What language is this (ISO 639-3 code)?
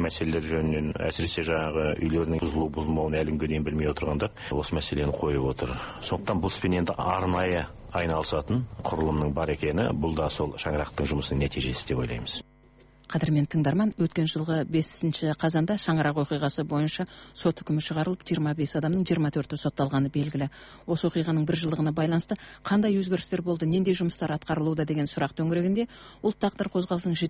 kaz